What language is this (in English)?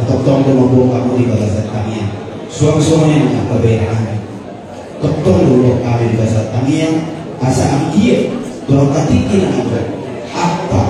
Batak Toba